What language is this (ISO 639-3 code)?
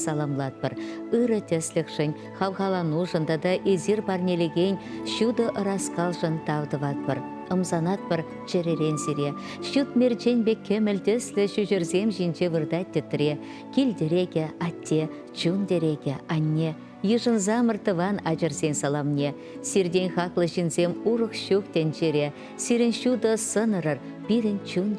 chv